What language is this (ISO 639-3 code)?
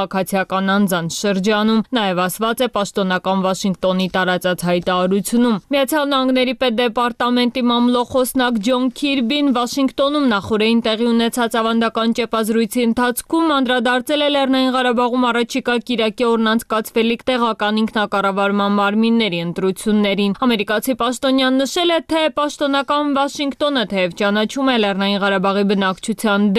hye